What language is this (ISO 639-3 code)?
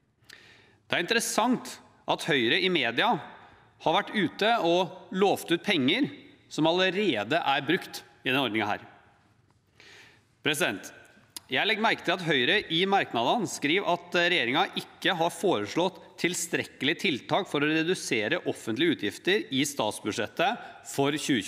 nor